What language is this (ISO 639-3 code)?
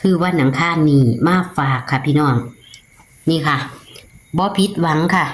tts